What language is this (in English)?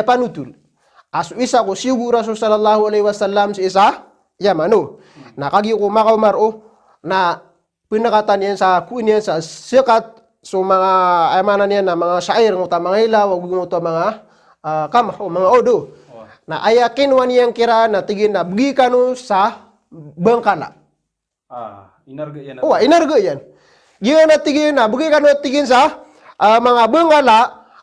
Maranao